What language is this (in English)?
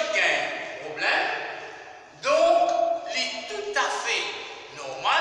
Morisyen